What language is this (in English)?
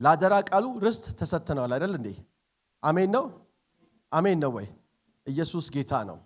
Amharic